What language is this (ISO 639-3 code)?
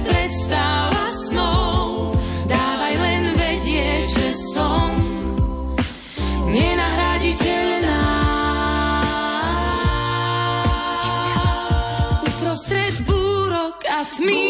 slk